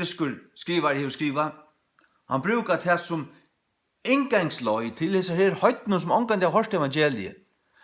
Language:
Faroese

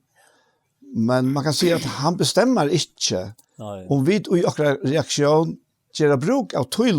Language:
Faroese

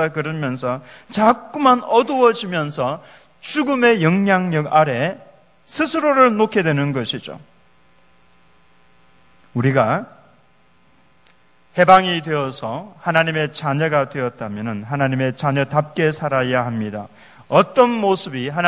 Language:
Korean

